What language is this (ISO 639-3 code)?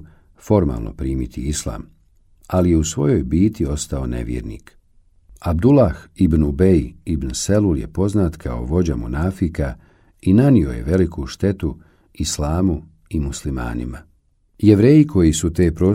bos